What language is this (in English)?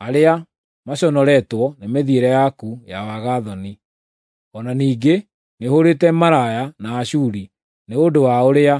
Kikuyu